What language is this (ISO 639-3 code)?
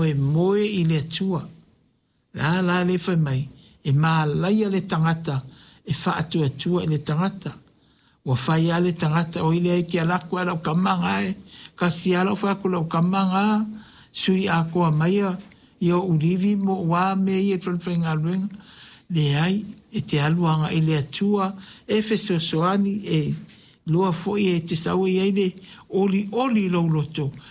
smo